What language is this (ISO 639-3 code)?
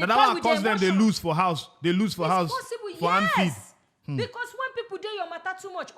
pcm